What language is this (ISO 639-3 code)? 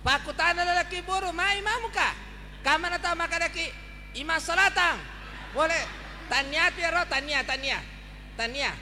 bug